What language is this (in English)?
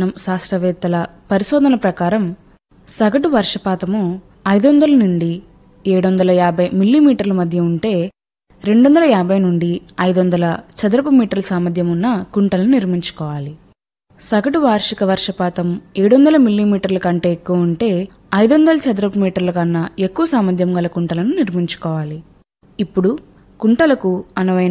Telugu